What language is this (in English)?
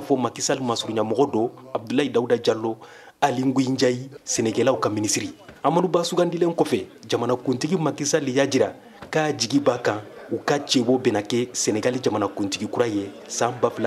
Bambara